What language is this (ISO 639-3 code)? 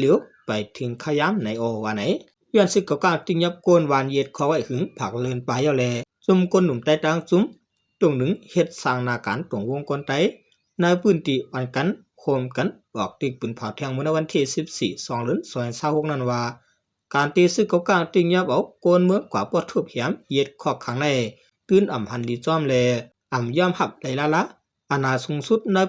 shn